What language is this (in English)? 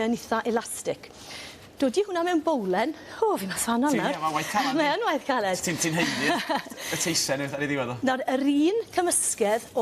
Welsh